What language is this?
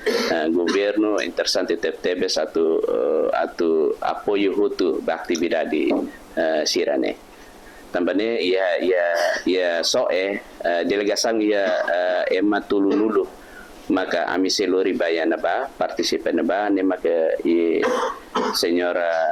Tetum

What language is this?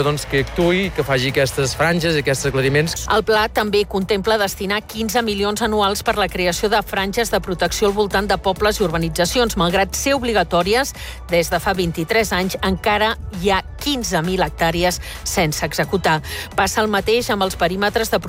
Catalan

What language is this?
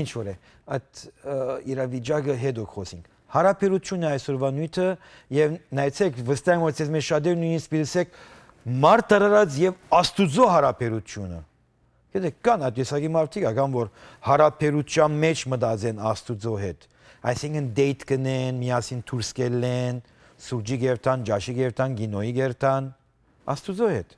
Western Armenian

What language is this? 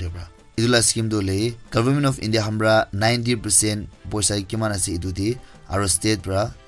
Naga Pidgin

